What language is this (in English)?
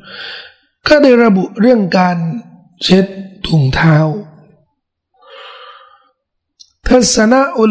Thai